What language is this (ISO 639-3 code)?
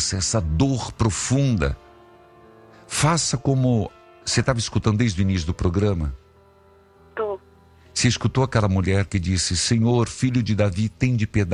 por